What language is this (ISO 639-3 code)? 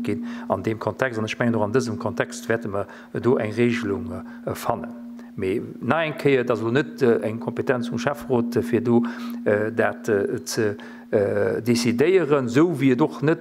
ltz